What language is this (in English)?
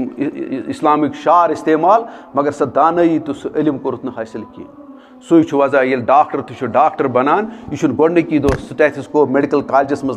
Kashmiri